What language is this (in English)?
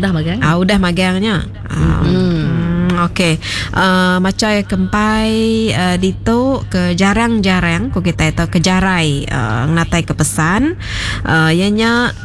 Iban